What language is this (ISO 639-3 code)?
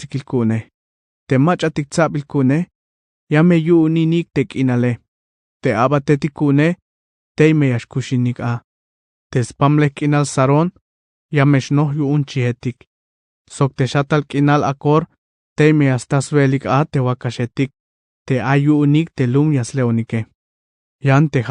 tzh